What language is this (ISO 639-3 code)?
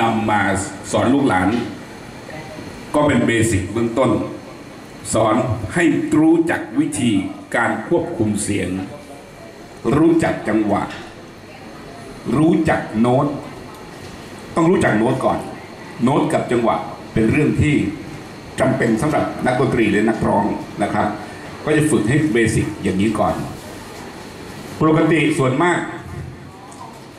tha